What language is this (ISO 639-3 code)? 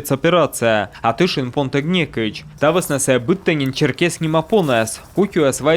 kom